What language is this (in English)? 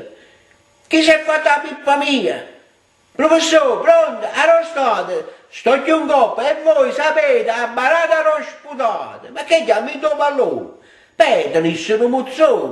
Neapolitan